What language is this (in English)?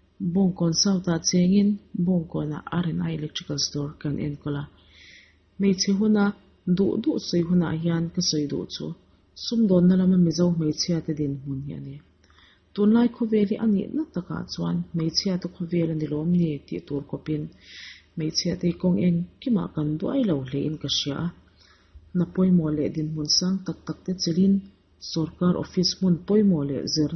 Mizo